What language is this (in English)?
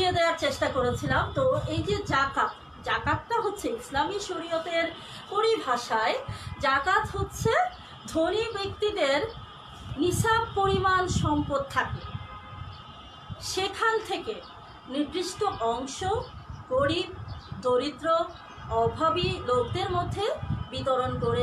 Bangla